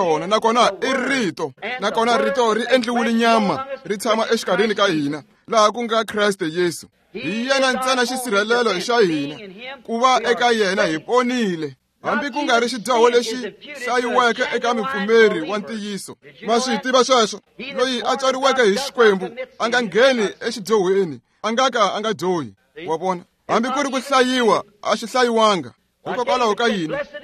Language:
Tsonga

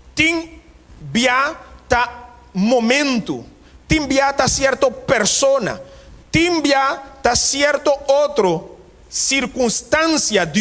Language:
Papiamento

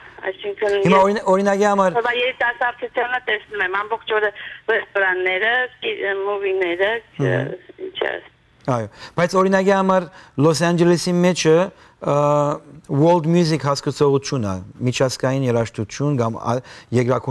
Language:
Western Armenian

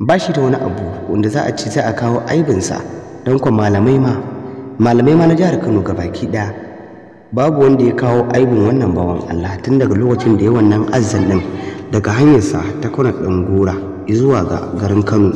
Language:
Hausa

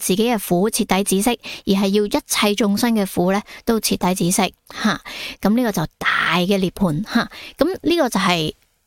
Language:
Cantonese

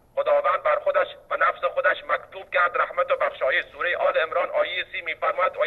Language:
Persian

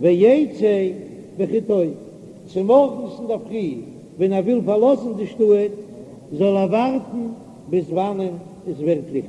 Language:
Yiddish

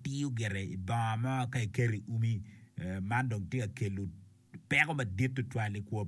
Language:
Acoli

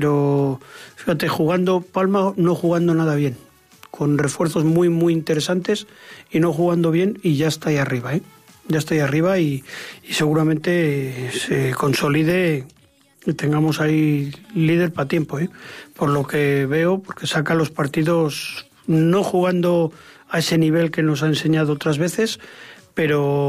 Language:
Spanish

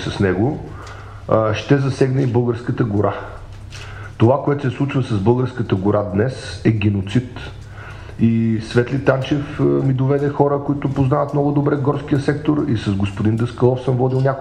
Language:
Bulgarian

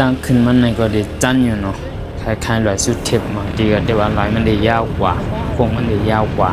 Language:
Shan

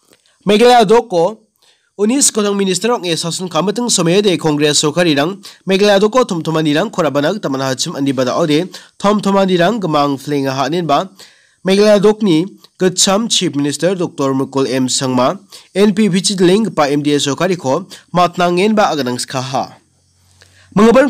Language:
Garo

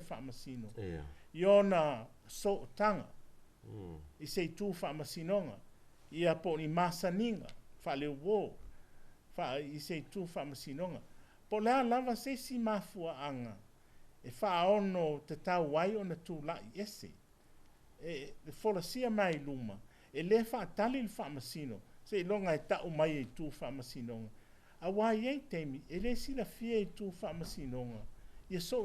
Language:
Samoan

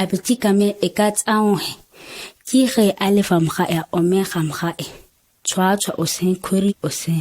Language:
ǁGana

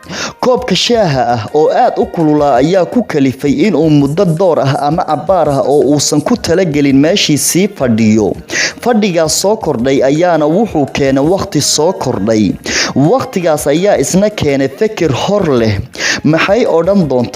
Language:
Somali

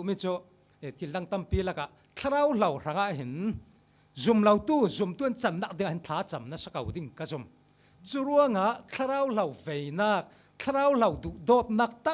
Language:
Falam Chin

